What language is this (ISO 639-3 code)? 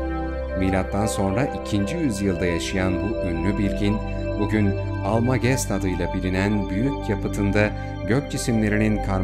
tur